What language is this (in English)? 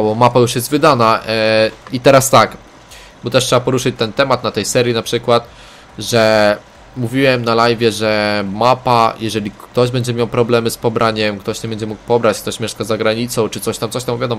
Polish